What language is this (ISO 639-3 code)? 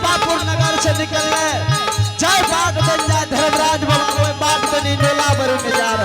anp